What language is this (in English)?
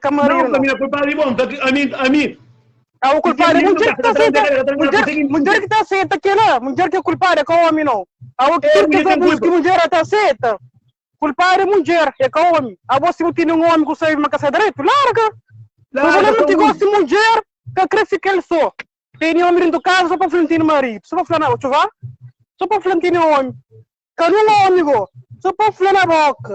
Kabuverdianu